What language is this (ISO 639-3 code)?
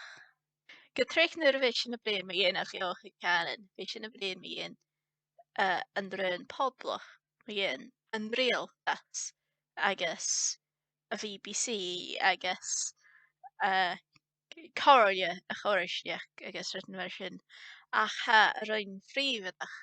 gla